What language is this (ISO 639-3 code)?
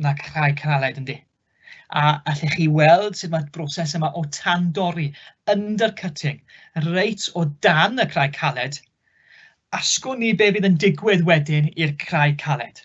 cym